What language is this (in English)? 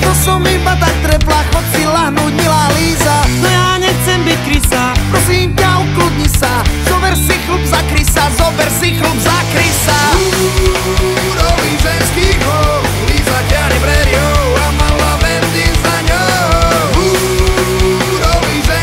Slovak